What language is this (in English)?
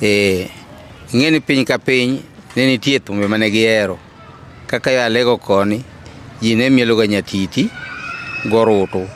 Luo (Kenya and Tanzania)